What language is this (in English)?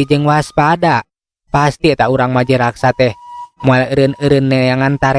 Sundanese